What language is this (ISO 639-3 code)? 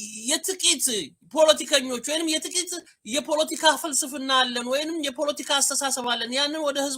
amh